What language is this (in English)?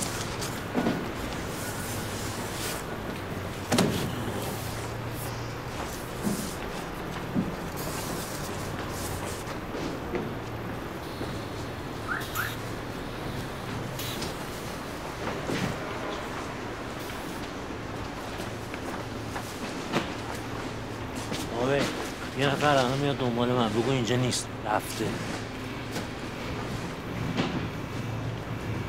Persian